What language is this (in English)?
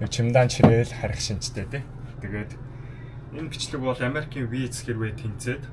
Mongolian